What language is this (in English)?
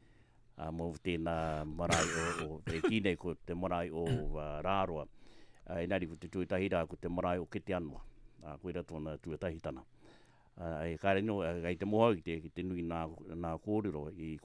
Latvian